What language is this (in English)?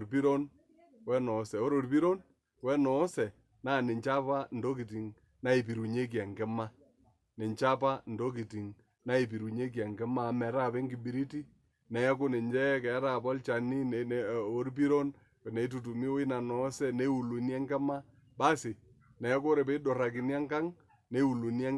Masai